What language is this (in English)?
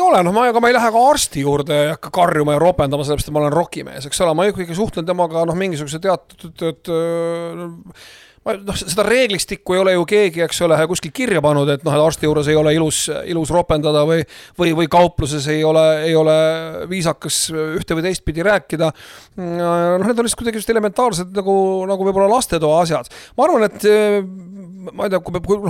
Estonian